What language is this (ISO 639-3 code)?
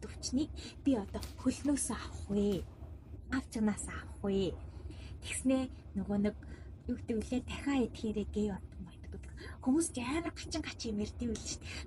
mon